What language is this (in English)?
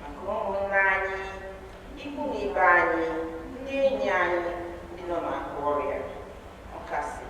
Igbo